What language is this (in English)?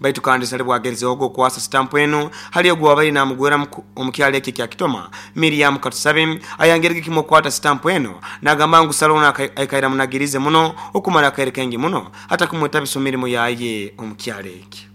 Nyoro